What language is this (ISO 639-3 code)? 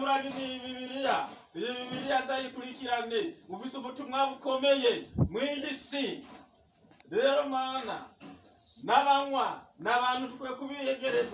run